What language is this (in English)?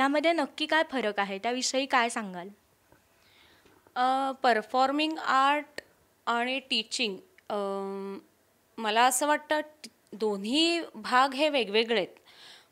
Marathi